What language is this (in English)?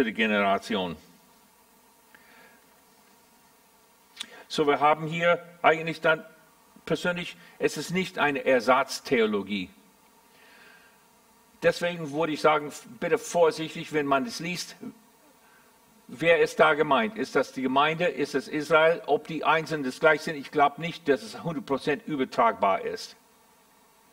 German